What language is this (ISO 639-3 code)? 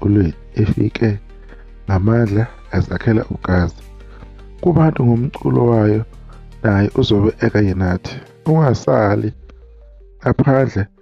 zul